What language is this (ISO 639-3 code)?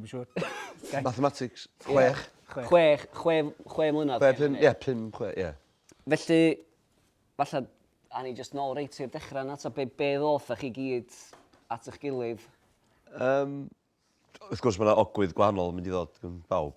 cym